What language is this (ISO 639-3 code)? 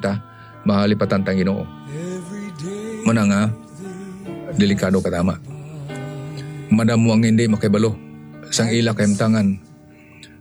hil